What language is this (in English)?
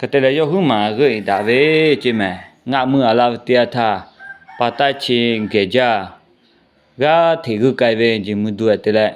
Lahu